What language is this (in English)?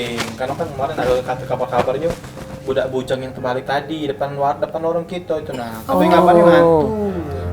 Musi